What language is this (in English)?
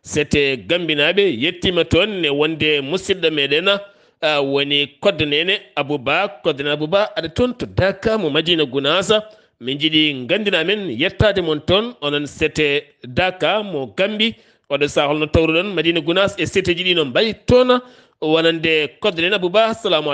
Fula